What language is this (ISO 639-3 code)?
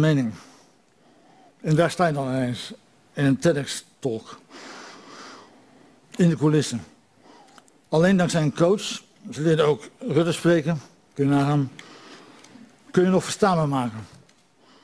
nld